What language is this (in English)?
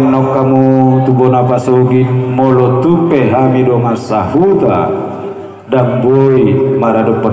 Batak Toba